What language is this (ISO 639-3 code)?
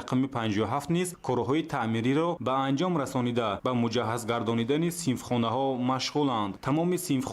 tgk